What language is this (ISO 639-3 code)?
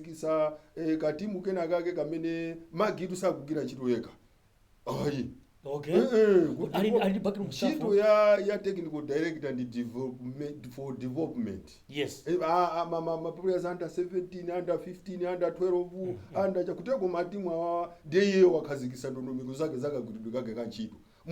nya